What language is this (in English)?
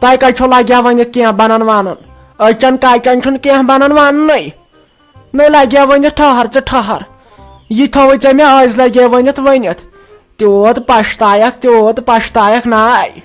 Kashmiri